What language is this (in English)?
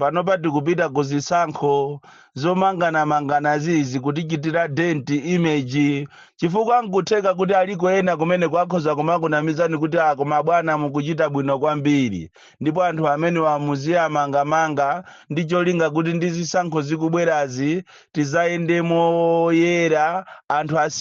Nyanja